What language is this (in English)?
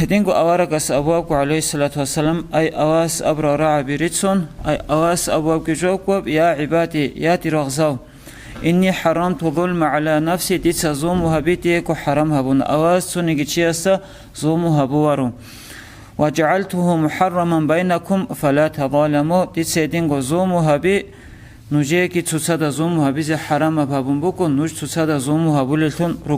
Avaric